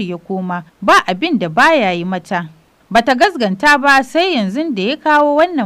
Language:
Hausa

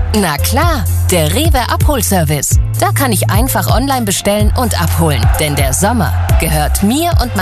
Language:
German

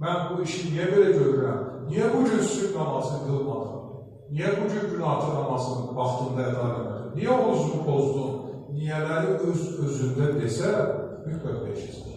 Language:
Azerbaijani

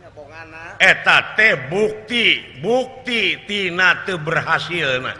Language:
Sundanese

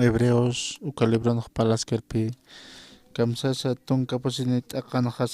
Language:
Aymara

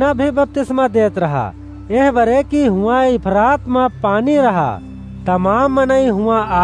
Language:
Awadhi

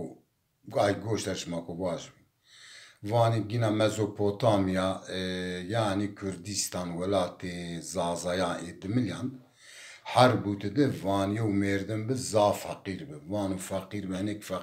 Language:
Zaza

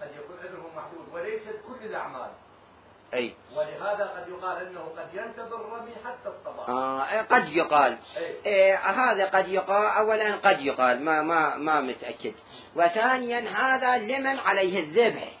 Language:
Mesopotamian Arabic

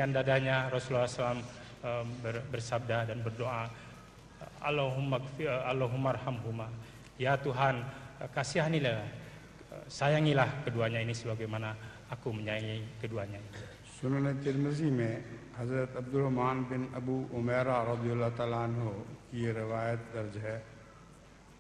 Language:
Indonesian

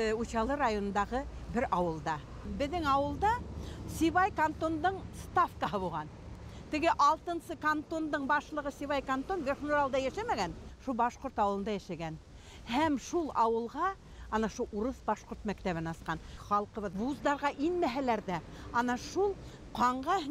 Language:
Bashkir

